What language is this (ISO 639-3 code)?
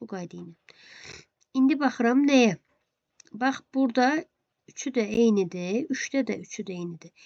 aze